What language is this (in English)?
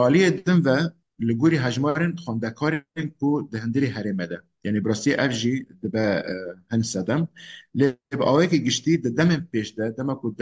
Kurdish